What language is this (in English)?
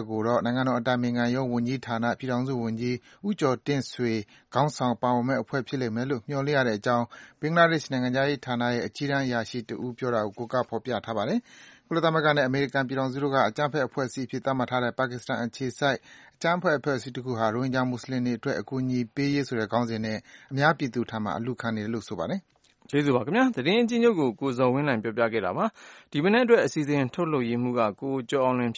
Burmese